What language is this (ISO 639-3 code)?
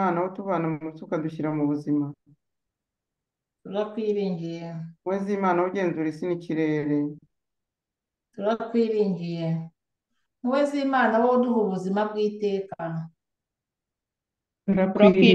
kin